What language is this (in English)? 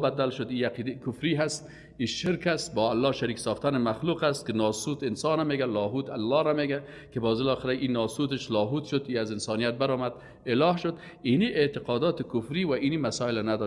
Persian